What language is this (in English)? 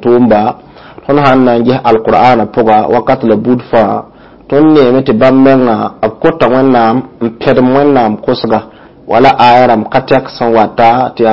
Mossi